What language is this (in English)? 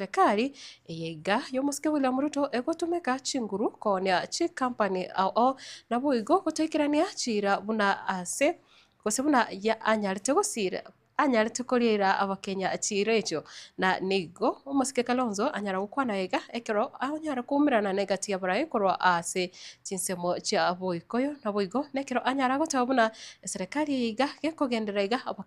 Gusii